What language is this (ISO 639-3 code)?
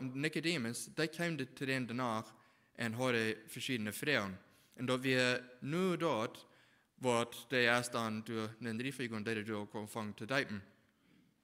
pdt